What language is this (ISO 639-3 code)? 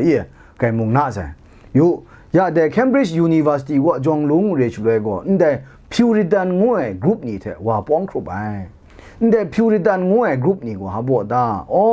kac